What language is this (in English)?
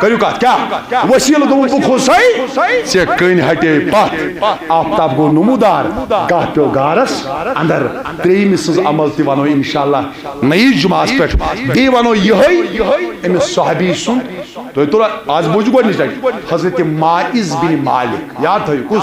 Kashmiri